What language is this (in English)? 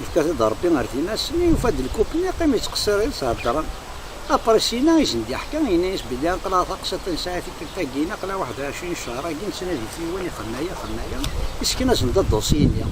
Kabyle